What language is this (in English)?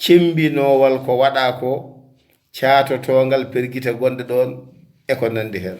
Fula